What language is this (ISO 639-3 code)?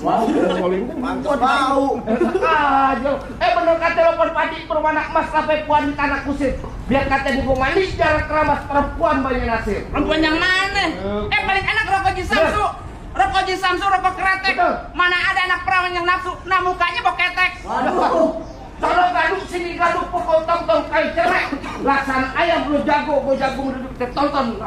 bew